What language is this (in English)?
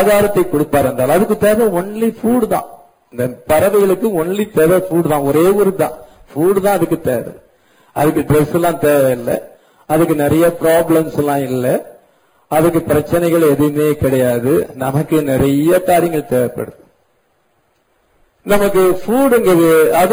Tamil